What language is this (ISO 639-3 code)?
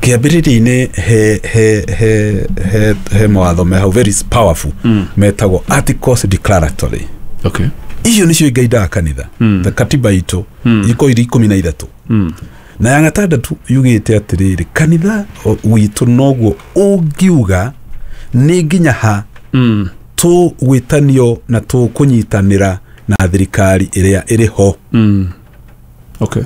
kik